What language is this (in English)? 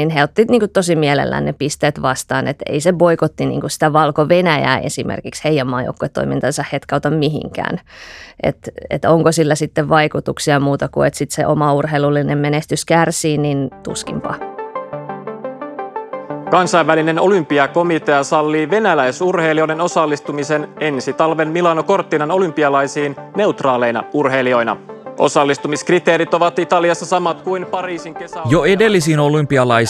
Finnish